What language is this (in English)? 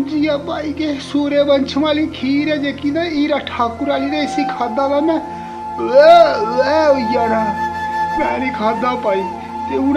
Dogri